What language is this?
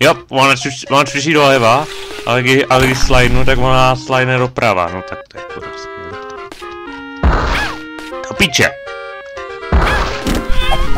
Czech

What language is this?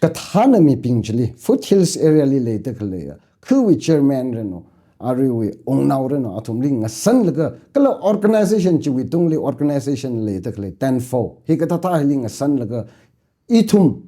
Tangkhul Naga (India)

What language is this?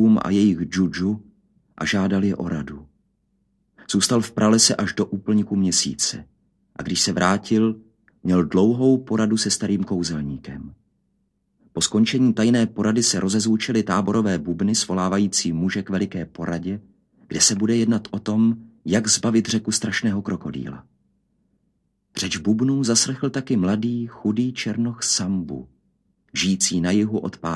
Czech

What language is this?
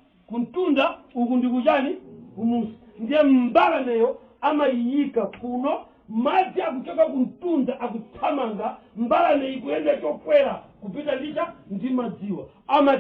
Nyanja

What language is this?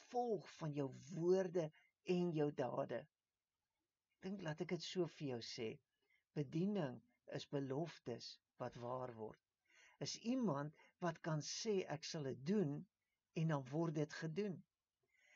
Afrikaans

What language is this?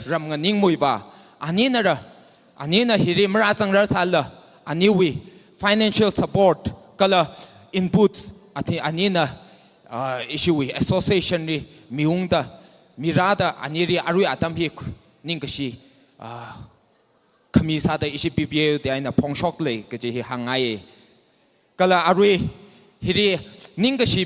Tangkhul Naga (India)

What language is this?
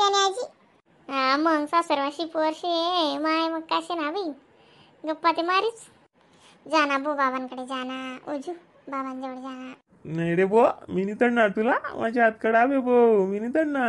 Khandesi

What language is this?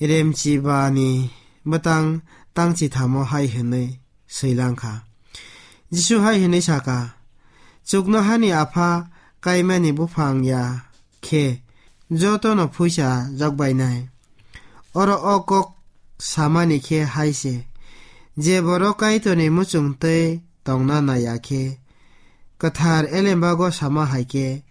Kok Borok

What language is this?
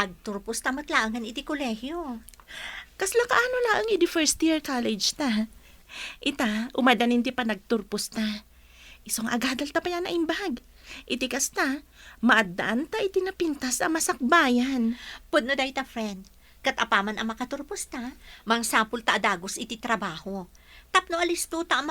Iloko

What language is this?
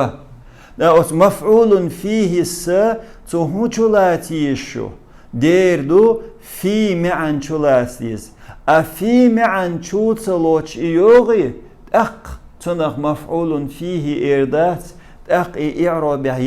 Chechen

